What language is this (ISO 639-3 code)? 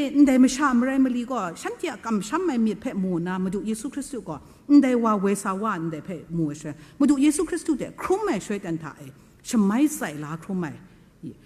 kac